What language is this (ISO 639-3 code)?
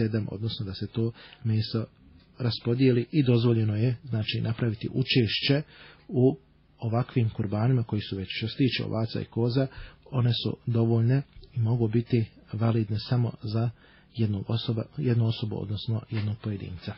bos